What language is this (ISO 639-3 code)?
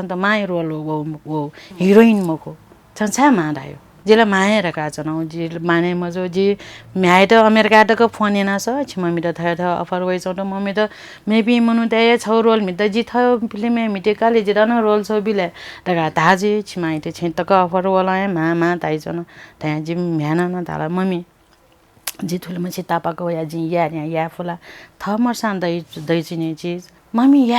new